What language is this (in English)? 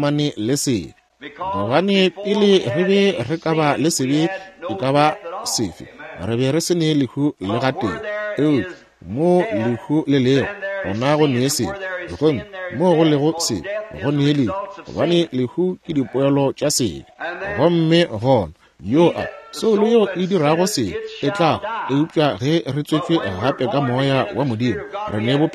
Northern Sotho